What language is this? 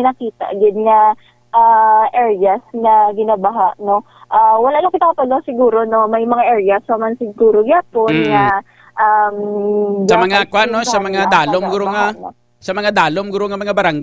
Hiligaynon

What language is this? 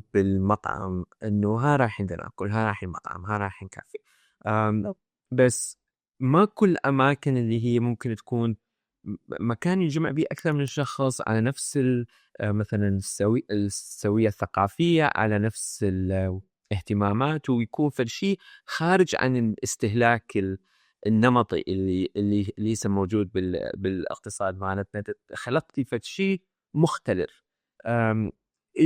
Mesopotamian Arabic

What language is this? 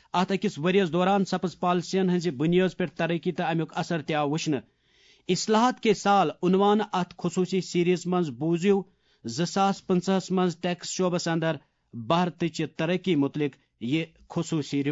Kashmiri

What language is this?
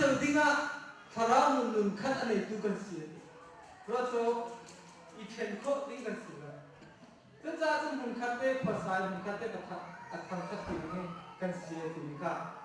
Hakha Chin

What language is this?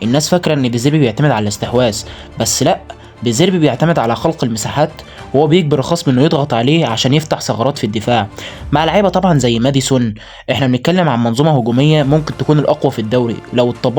Egyptian Arabic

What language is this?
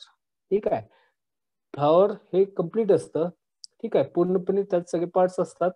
Marathi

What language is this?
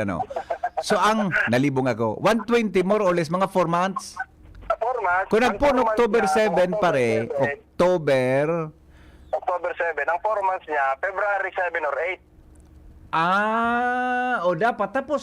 Bikol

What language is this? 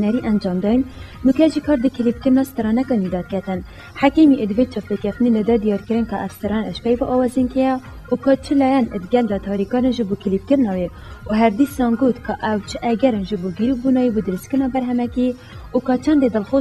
Kurdish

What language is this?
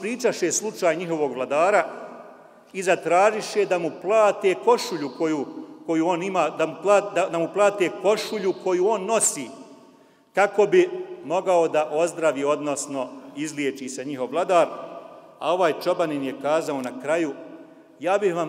Bosnian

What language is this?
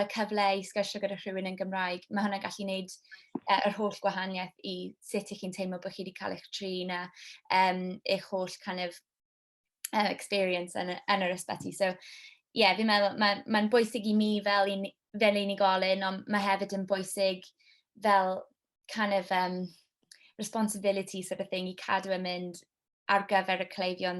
Welsh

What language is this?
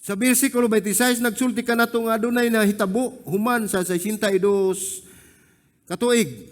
Cebuano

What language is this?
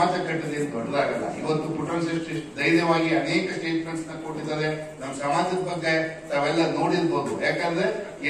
Kannada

